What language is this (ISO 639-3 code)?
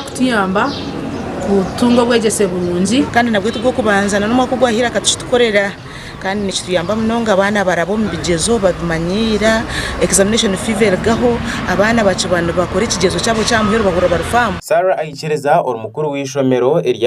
nyn